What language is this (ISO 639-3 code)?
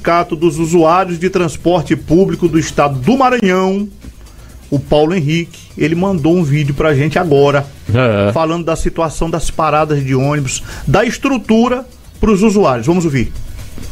por